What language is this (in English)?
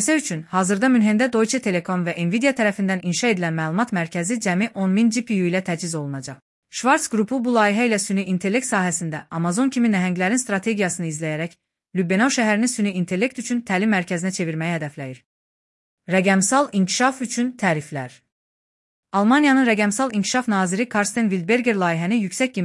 Azerbaijani